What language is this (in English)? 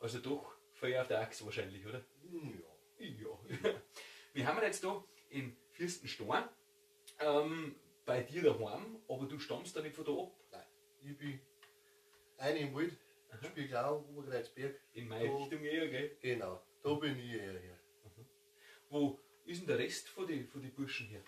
Bavarian